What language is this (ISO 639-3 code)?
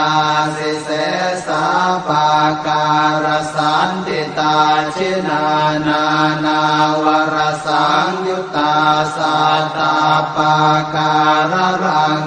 pli